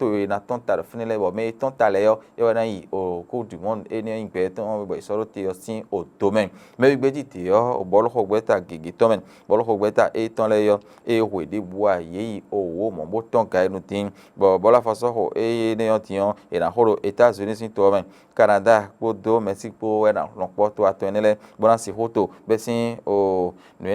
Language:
Fon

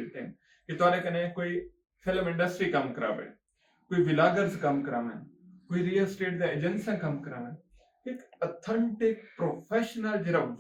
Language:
Saraiki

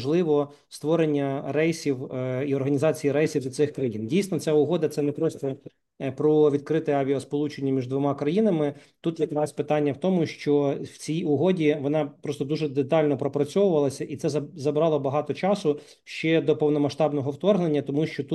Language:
Ukrainian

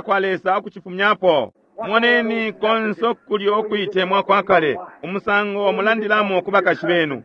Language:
Bemba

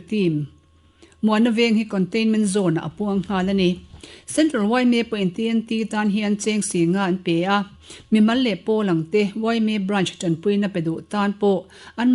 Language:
Mizo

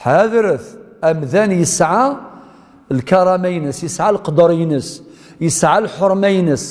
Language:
Kabyle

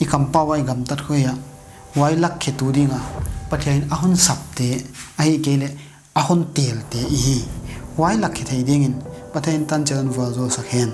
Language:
Paite Chin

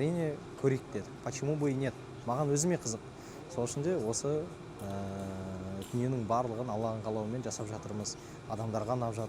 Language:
Kazakh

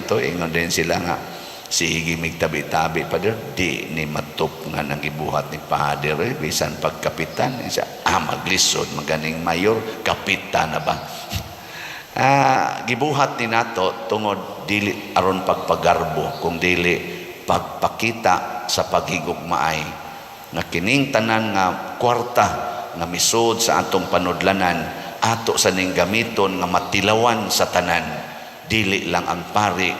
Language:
Cebuano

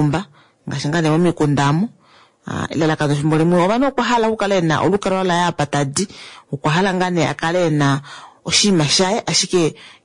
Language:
Kuanyama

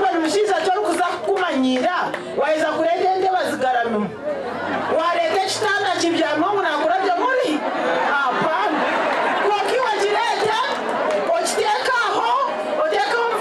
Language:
Nyankole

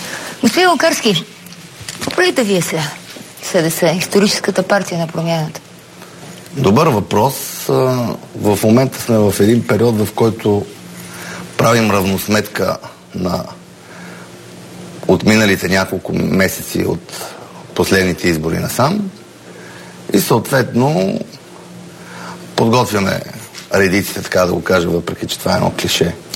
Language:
Bulgarian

